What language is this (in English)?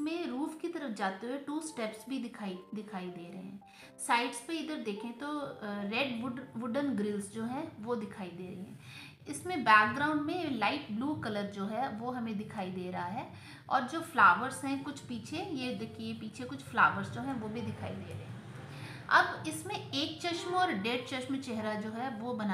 Hindi